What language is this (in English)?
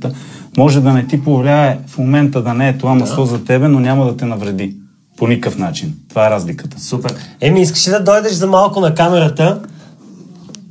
Bulgarian